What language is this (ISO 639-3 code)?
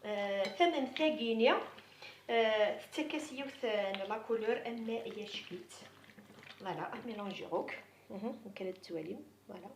kab